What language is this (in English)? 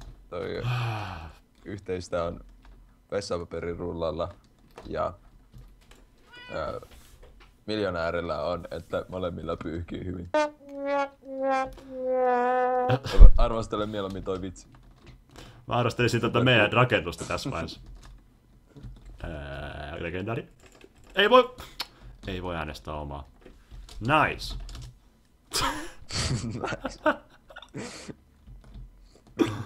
Finnish